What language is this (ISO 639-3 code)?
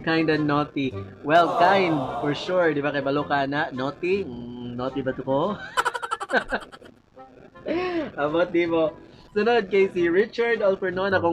ceb